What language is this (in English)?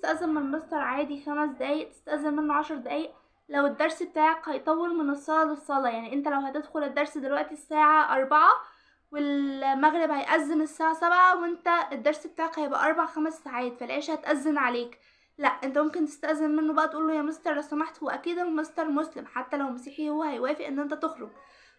Egyptian Arabic